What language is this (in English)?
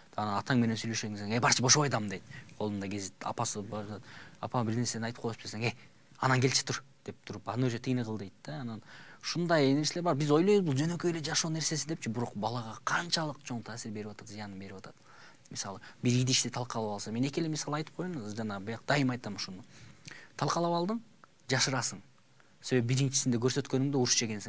Kyrgyz